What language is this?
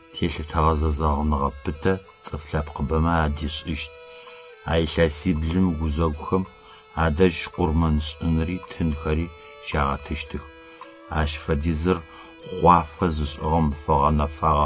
Adyghe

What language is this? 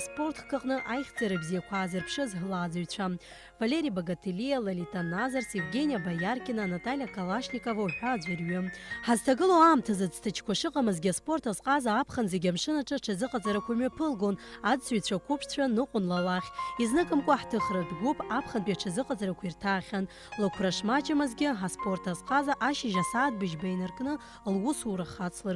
Abkhazian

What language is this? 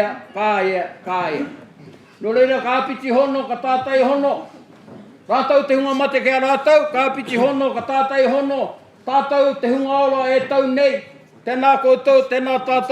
Māori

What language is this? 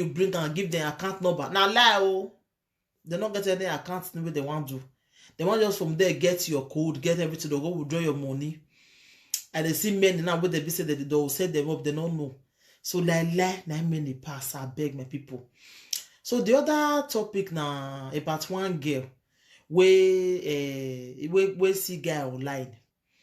Nigerian Pidgin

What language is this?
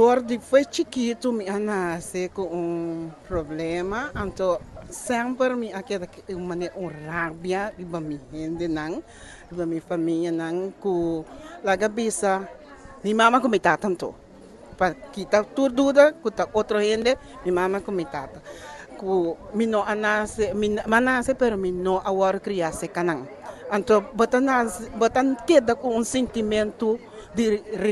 Papiamento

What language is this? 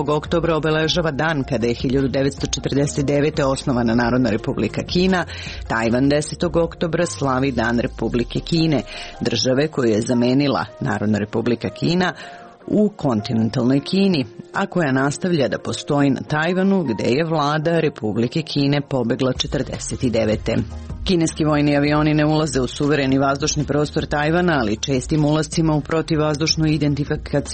Serbian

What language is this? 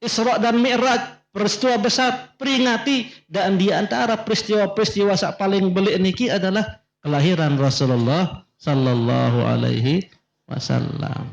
Sasak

